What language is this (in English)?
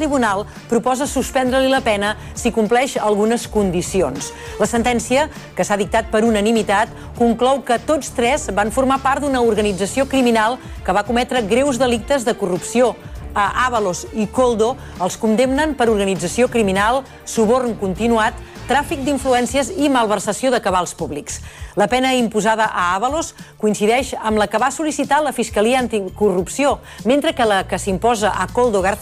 Catalan